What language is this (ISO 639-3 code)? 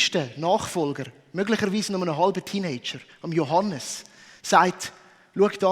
gsw